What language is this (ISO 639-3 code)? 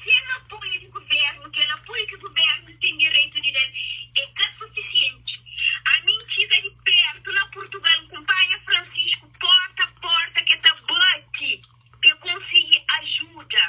kea